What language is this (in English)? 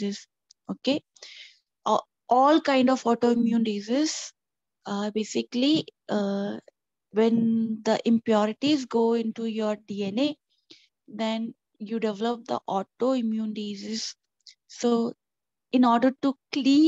English